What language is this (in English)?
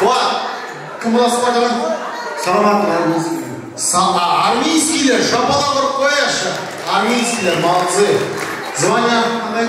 Kara-Kalpak